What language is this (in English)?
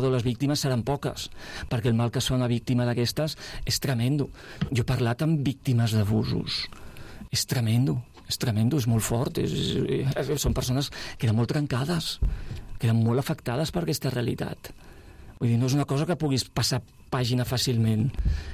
Catalan